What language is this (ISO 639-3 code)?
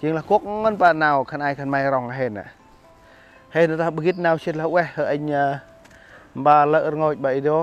cmo